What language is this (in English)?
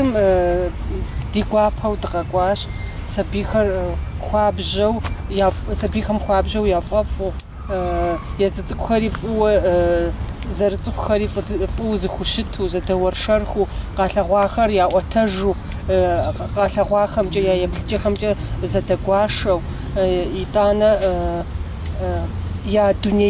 Kabardian